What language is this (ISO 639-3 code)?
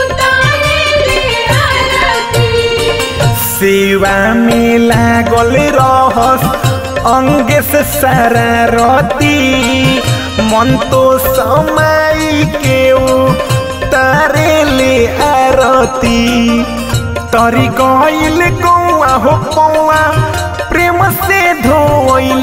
bho